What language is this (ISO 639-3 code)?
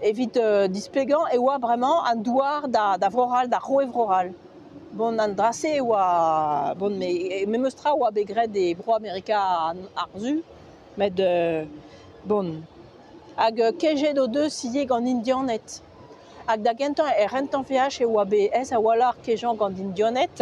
bre